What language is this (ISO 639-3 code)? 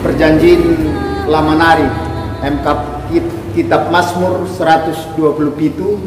btx